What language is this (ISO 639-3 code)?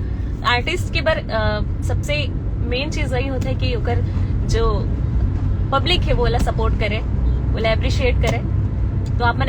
hne